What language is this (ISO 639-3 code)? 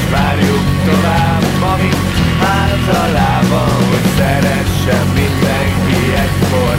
hun